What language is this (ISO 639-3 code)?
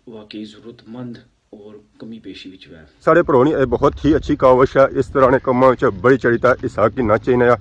phr